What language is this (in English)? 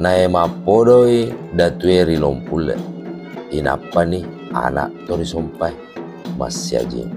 Buginese